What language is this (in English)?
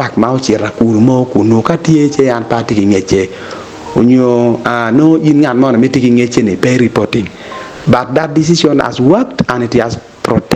Acoli